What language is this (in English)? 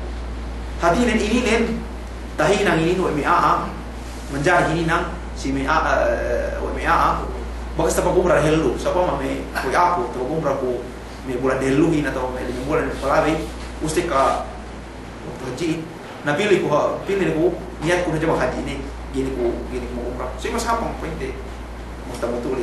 Yakan